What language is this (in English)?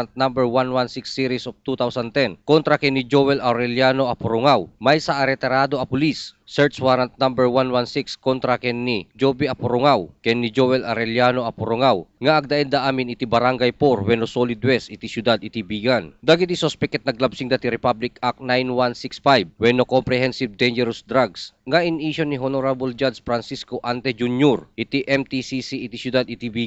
Iloko